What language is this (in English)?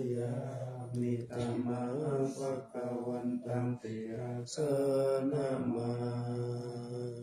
Pali